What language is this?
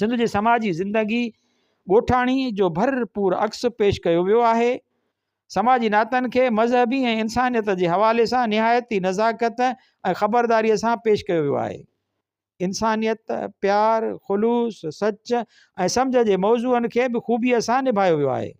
Sindhi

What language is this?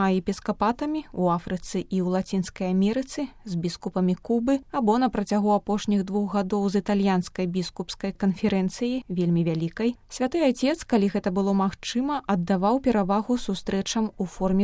Belarusian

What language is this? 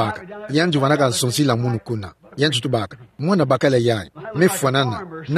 Kituba (Democratic Republic of Congo)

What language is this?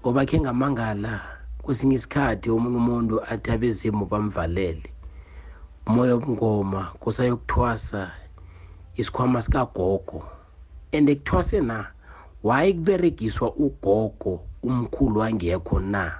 South Ndebele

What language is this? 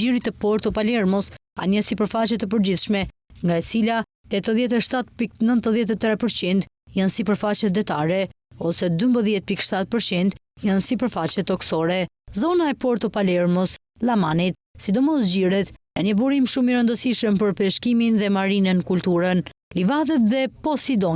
Albanian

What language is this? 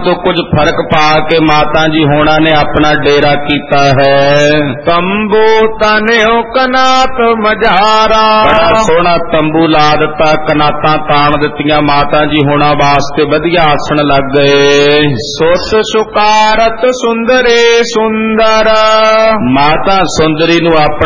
Punjabi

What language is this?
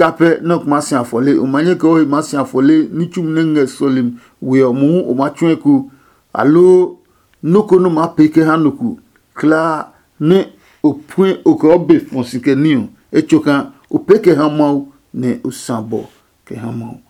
Adangme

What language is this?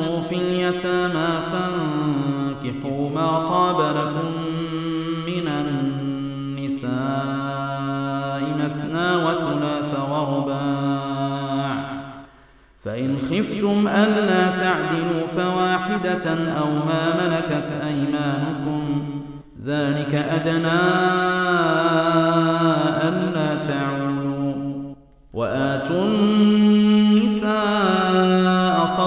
Arabic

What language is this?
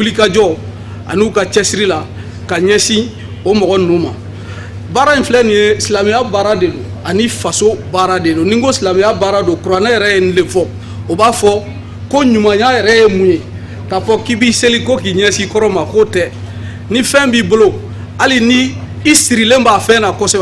Bambara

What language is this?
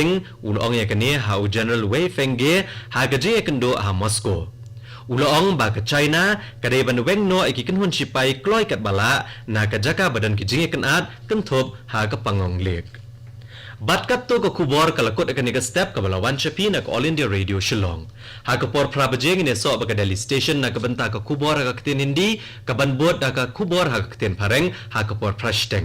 Khasi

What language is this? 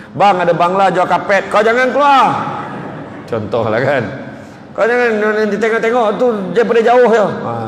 Malay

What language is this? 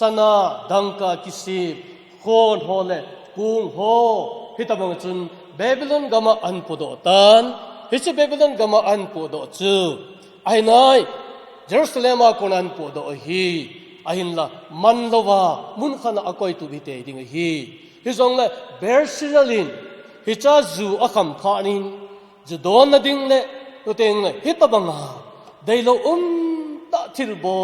Thado Chin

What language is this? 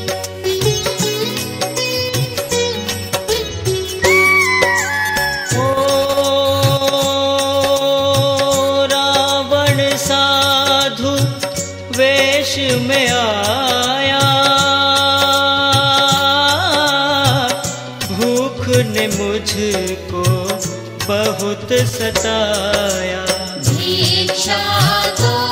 Hindi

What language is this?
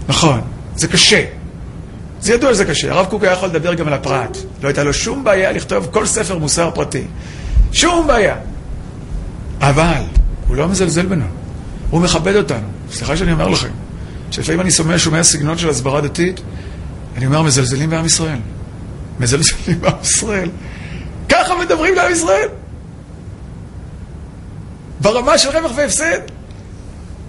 Hebrew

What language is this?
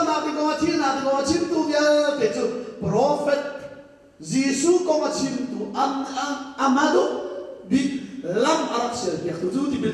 Hakha Chin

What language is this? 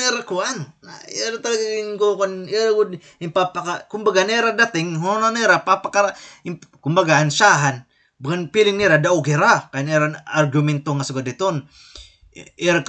Waray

